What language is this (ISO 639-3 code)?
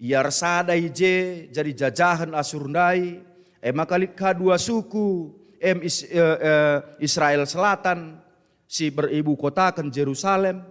btx